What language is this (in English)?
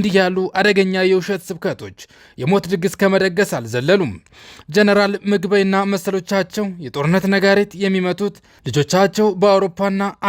Amharic